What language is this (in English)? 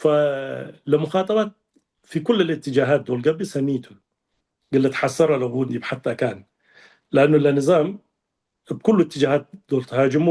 Tigre